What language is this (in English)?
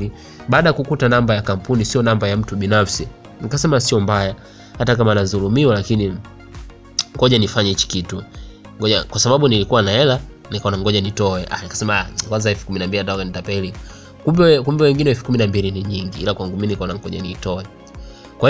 Swahili